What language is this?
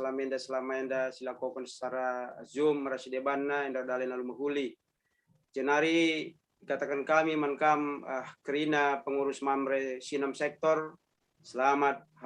Batak Karo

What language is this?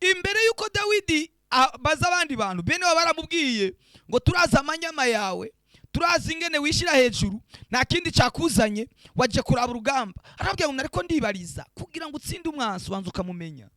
Rundi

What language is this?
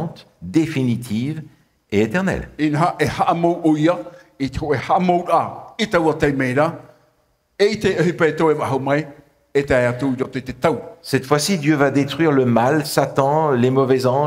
Tahitian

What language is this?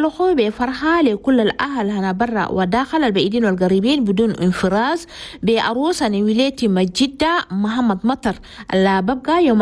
Chadian Arabic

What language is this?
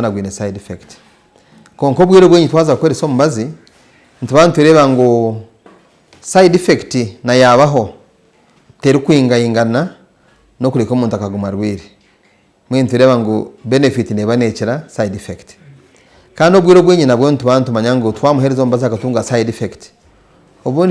Nyankole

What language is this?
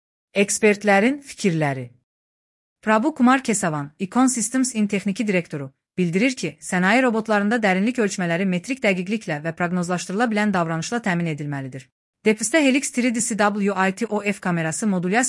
Azerbaijani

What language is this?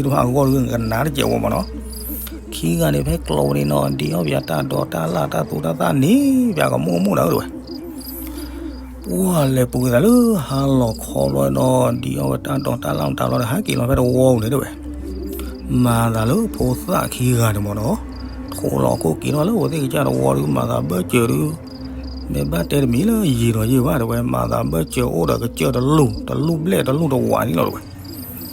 S'gaw Karen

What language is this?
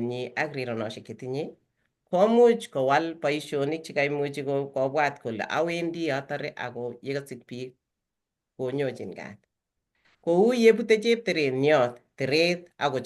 Kalenjin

